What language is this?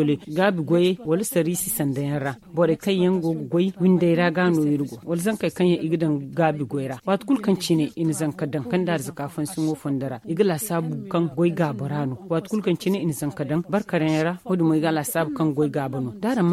Zarma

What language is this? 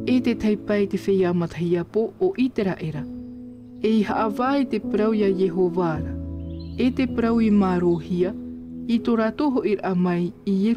Tahitian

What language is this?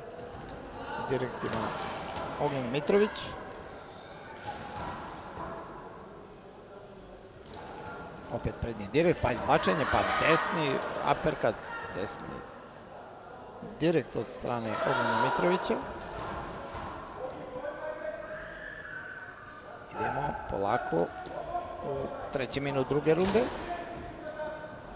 Serbian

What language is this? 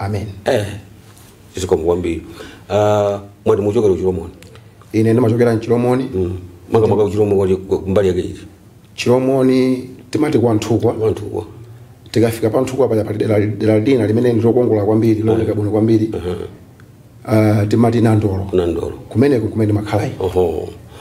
Nyanja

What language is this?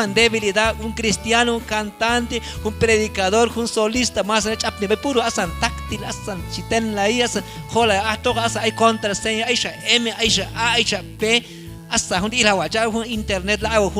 Q'anjob'al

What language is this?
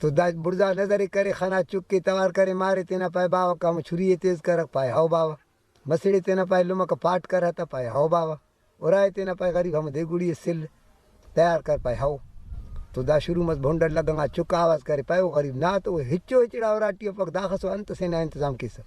Brahui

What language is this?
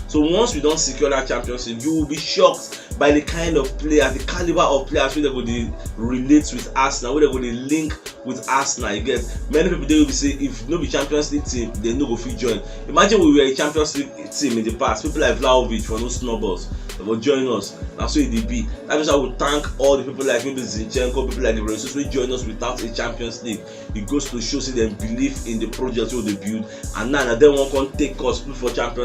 Nigerian Pidgin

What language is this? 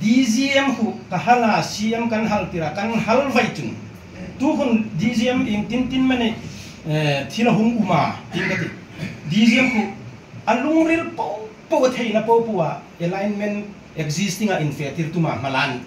Hmar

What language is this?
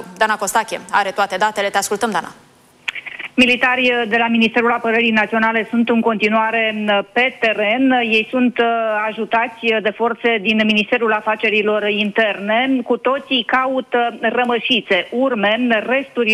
Romanian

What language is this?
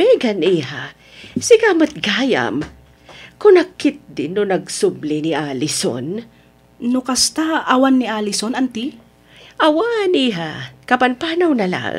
Iloko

